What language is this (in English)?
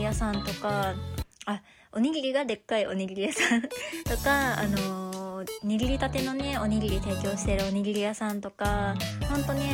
Japanese